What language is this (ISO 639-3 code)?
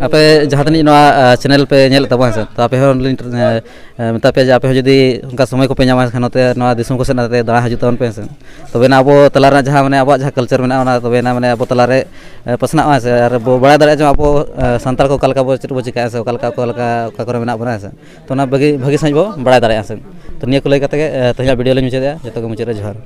sat